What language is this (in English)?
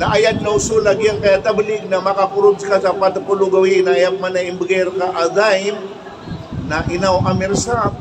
Maranao